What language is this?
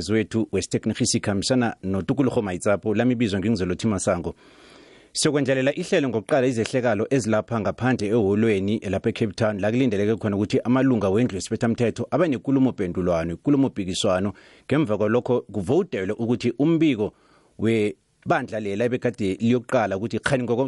South Ndebele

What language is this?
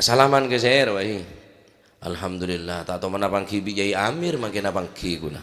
Madurese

